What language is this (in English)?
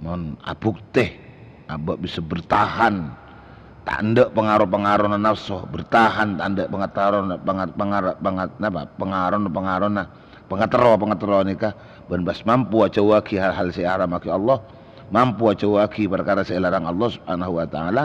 Madurese